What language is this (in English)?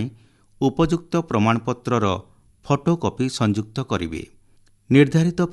Odia